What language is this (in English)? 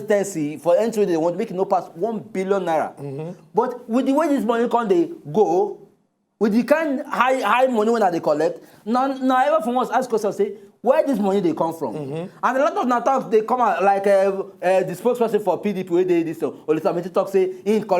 Nigerian Pidgin